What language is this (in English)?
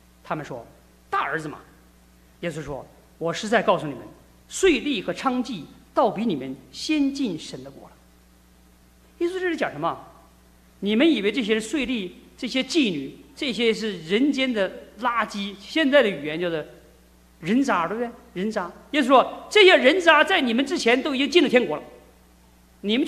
Chinese